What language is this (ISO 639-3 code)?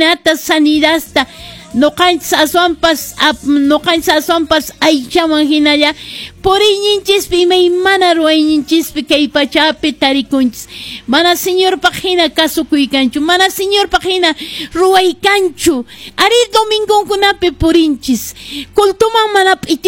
que